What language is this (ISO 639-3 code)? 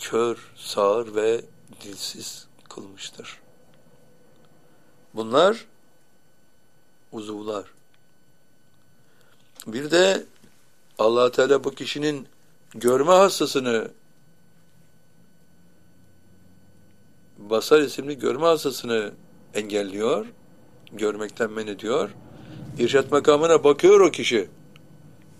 tur